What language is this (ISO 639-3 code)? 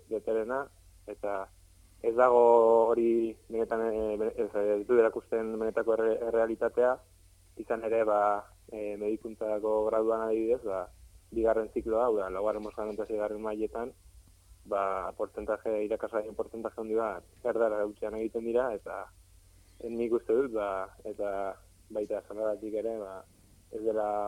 eus